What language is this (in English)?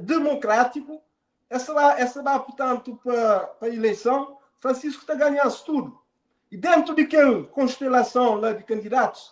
Kabuverdianu